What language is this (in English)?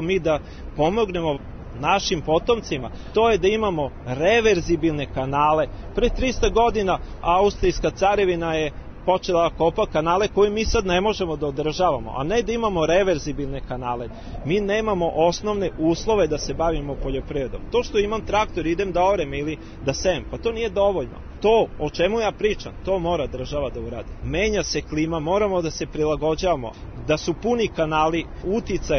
Serbian